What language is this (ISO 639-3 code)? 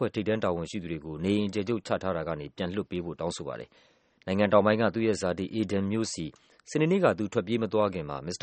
mya